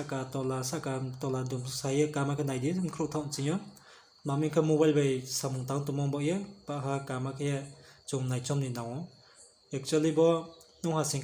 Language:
Riang (India)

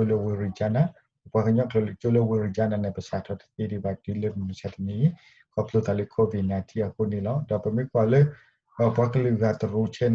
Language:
S'gaw Karen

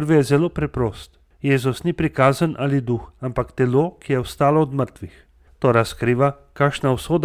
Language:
Slovenian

